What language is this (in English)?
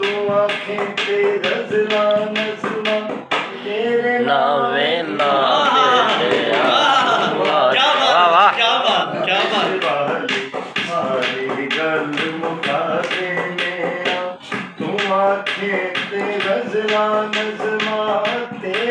Saraiki